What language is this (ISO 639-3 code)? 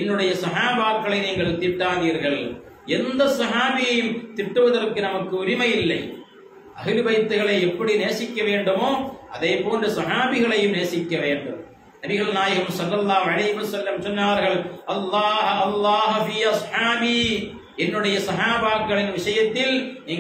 tam